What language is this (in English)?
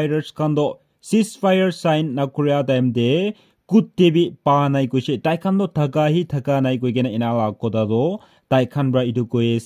Naga Pidgin